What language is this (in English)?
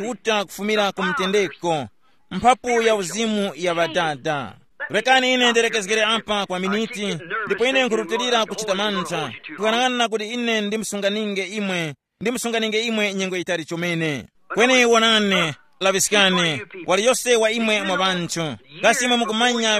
Tumbuka